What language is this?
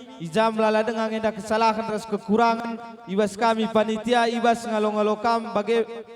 Batak Karo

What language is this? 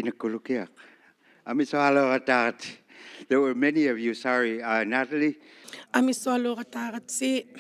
Inuktitut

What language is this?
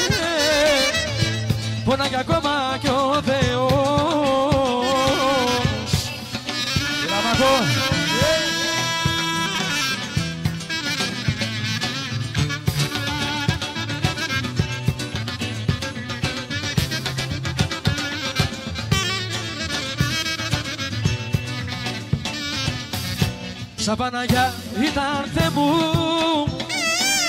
Greek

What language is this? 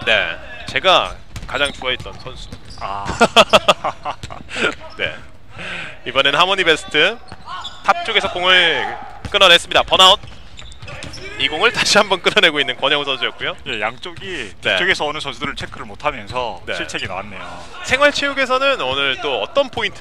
Korean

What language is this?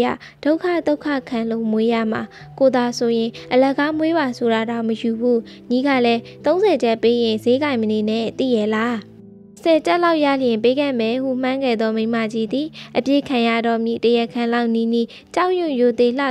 Burmese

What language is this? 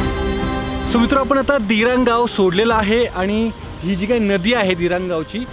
Marathi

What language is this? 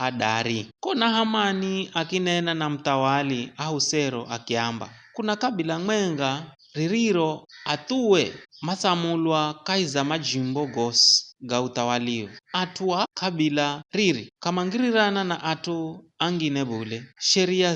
Giryama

